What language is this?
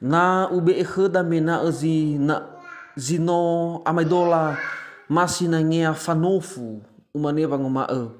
Nias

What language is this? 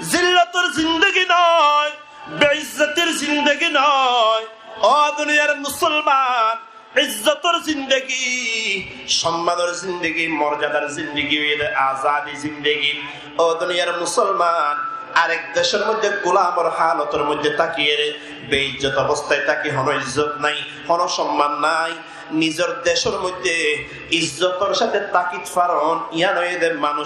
Rohingya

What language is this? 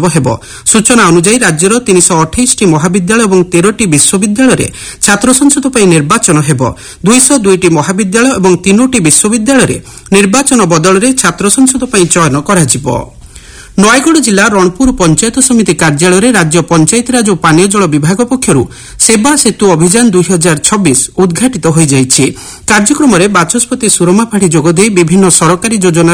Odia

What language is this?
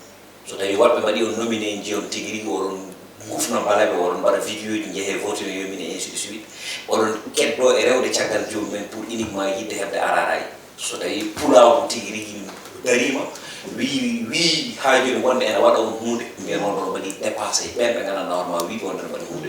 Fula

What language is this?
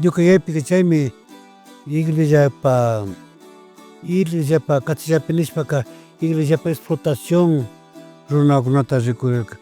Imbabura Highland Quichua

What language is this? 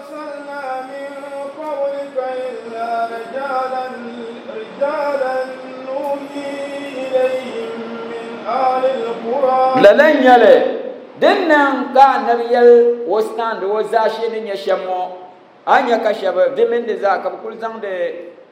Dagbani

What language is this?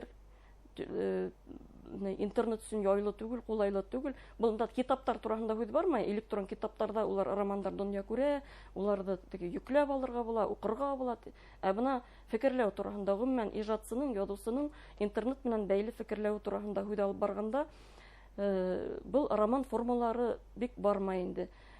Bashkir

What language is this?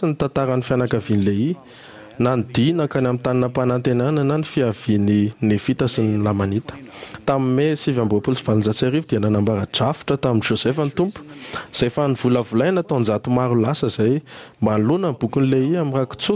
Malagasy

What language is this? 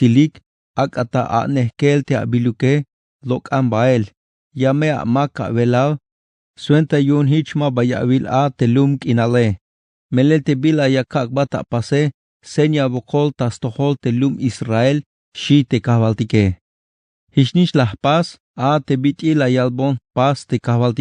Tzeltal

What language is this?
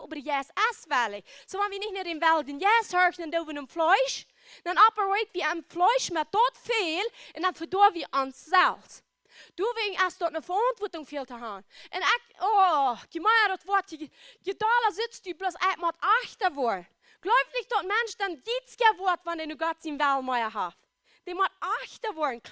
Plautdietsch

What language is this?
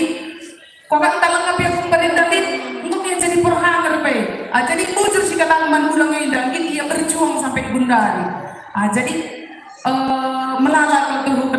Batak Karo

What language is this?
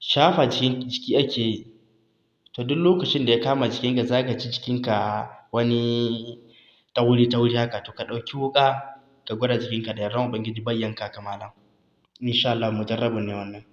Hausa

